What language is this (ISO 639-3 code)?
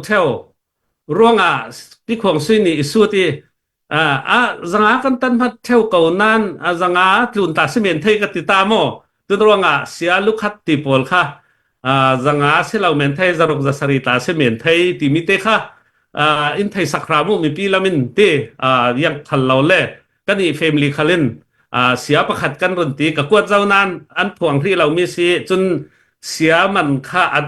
cfm